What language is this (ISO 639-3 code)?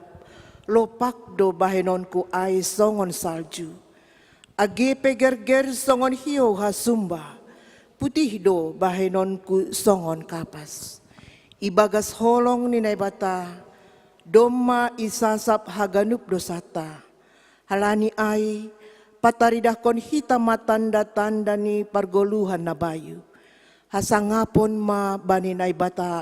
bts